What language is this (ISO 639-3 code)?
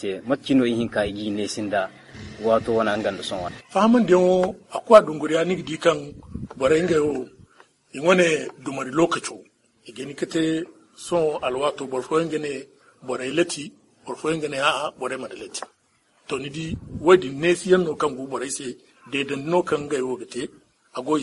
dje